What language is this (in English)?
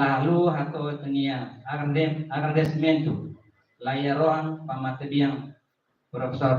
Tetum